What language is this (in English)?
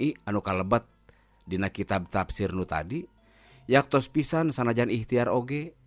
Sundanese